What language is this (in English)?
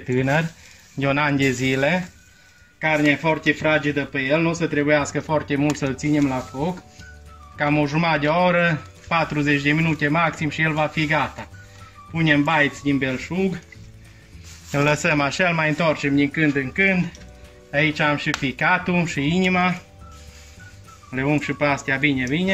Romanian